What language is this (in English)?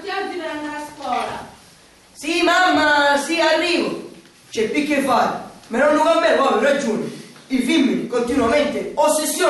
Sicilian